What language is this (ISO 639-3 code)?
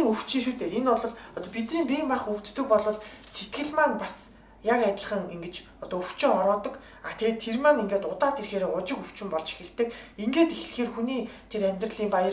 mon